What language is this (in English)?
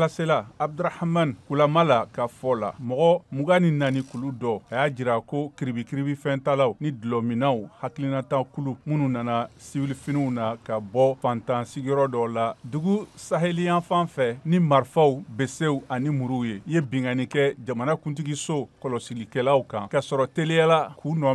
Bambara